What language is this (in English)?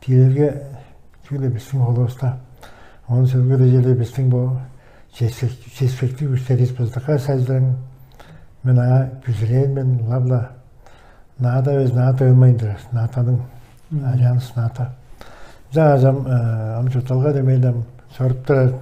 Tuvinian